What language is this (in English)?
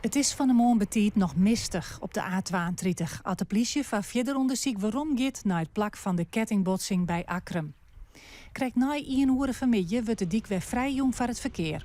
Western Frisian